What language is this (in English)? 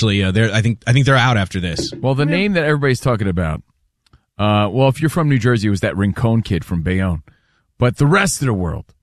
English